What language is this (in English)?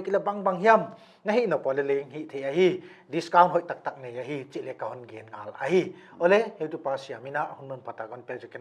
Tedim Chin